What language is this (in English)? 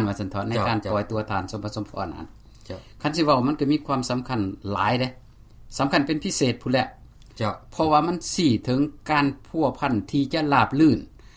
Lao